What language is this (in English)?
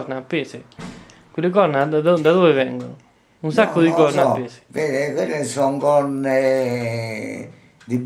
Italian